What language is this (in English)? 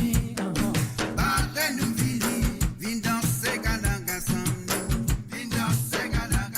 Morisyen